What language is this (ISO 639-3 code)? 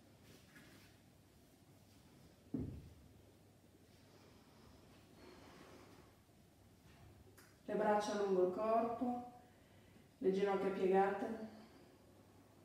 ita